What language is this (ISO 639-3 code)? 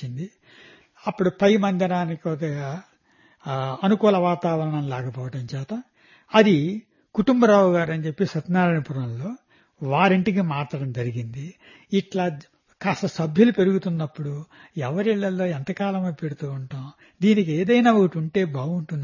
tel